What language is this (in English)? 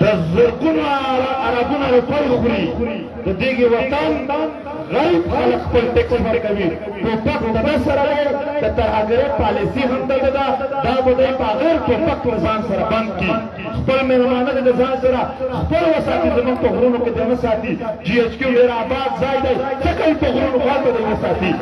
Pashto